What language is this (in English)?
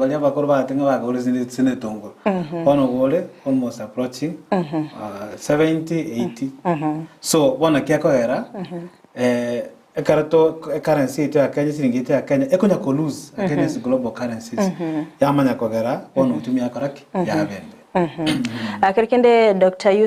Gusii